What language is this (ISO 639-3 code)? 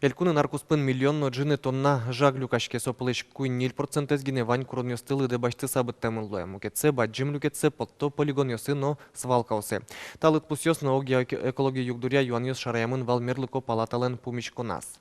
udm